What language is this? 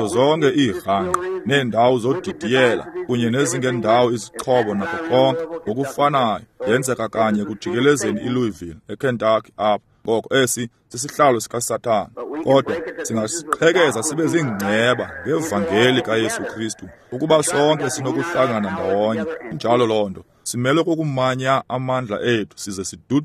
Xhosa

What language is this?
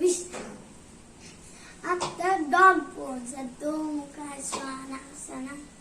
Konkani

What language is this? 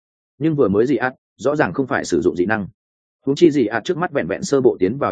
Vietnamese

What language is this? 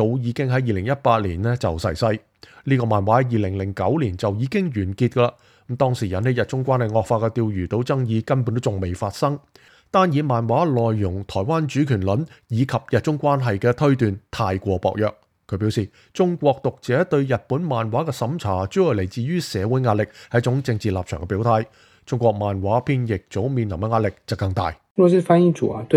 Cantonese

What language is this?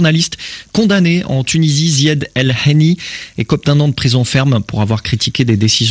French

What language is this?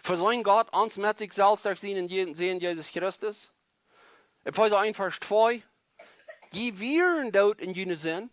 Plautdietsch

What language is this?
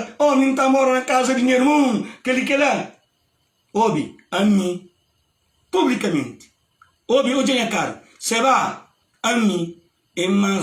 Kabuverdianu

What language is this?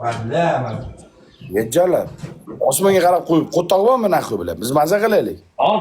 Uzbek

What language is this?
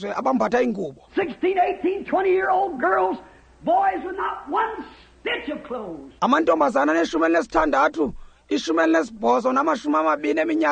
Xhosa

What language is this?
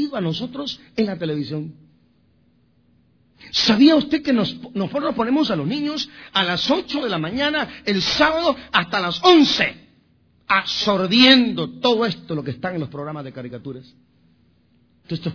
Spanish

